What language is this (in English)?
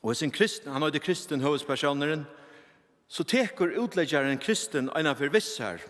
Faroese